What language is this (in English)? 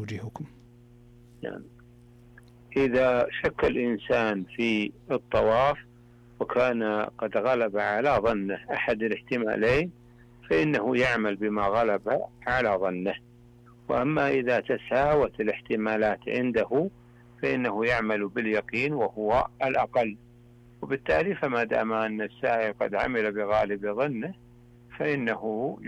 Arabic